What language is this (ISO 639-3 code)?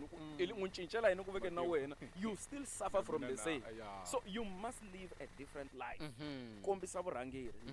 tso